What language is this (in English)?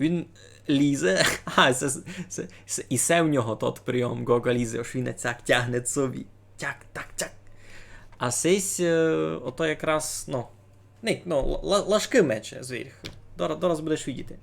Rusyn